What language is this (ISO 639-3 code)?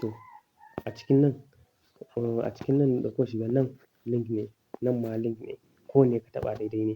hau